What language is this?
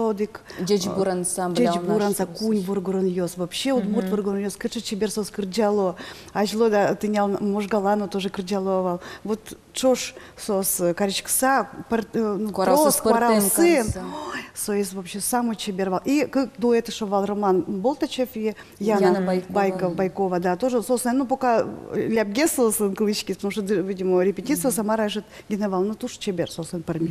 Udmurt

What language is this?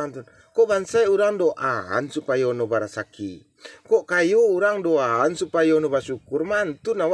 Minangkabau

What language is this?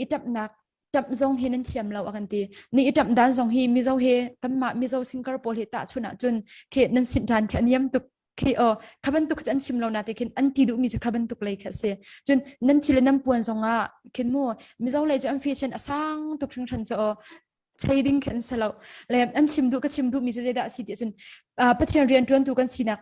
Hakha Chin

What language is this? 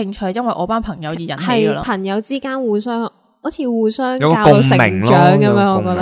Cantonese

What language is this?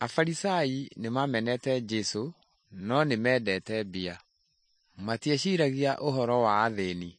Kikuyu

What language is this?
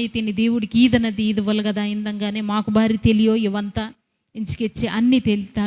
Koya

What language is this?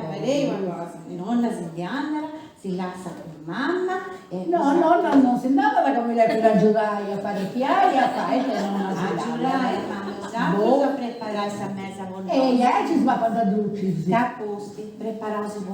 Sardinian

